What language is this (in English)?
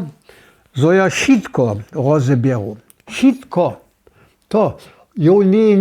Upper Sorbian